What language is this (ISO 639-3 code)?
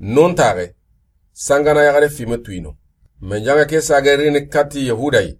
snk